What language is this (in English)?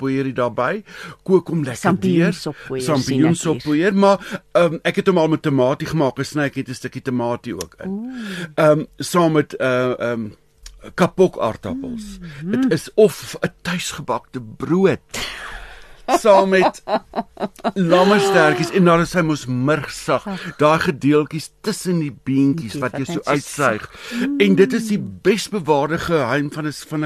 Afrikaans